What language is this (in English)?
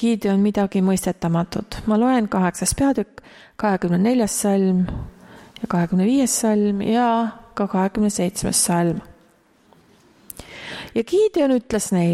Estonian